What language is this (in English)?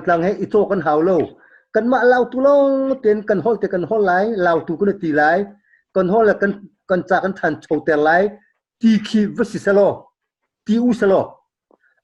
Hakha Chin